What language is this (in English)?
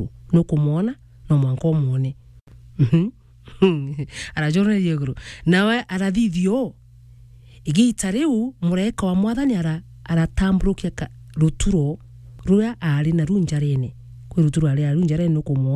Meru